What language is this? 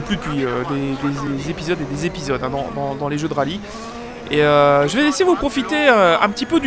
French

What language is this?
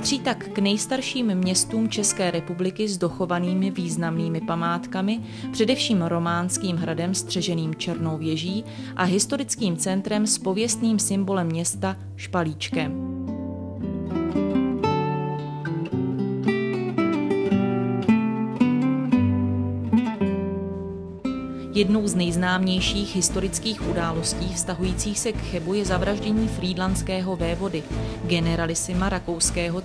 Czech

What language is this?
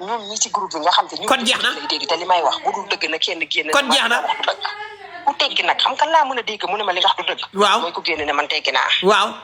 Wolof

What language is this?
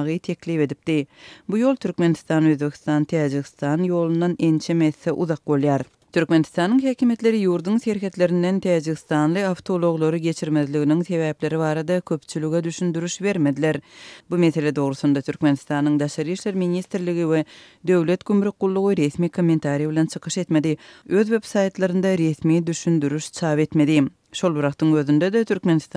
Turkmen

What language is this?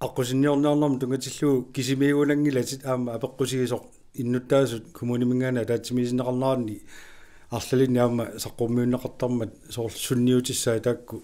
Kalaallisut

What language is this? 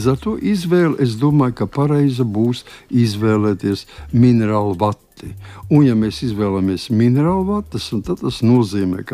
Latvian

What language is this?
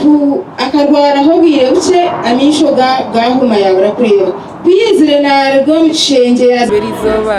Nyankole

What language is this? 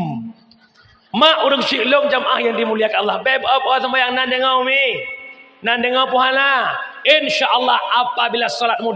Achinese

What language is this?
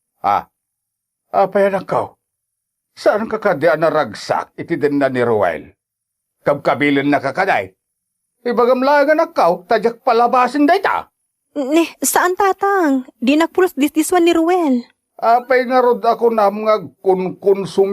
Iloko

